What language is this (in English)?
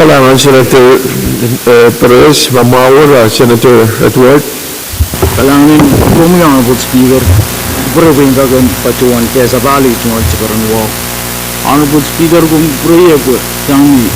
Pohnpeian